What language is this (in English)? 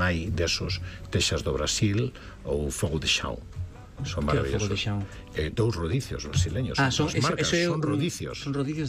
Galician